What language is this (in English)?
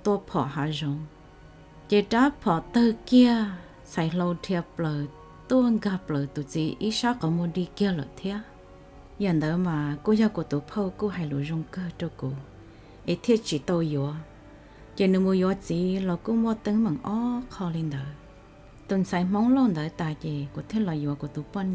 Hmong